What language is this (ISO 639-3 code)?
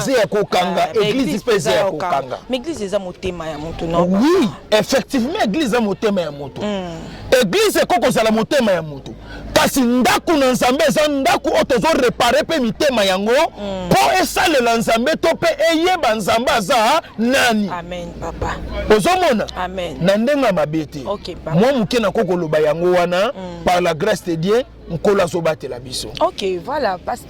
lin